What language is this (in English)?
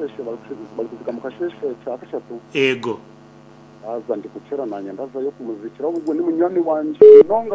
Rundi